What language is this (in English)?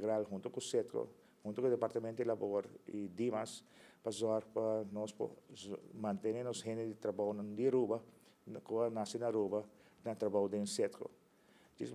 Papiamento